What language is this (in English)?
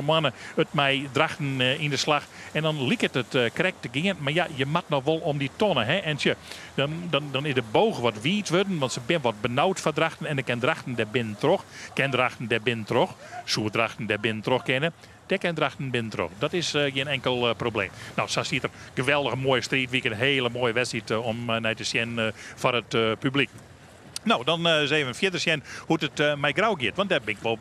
Western Frisian